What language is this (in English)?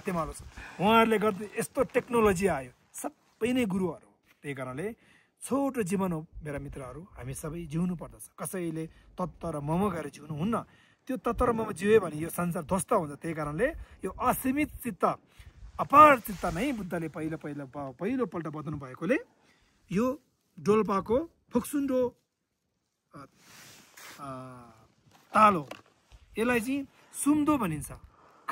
Nepali